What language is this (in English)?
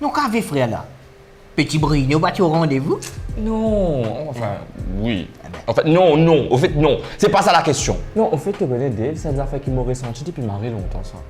Morisyen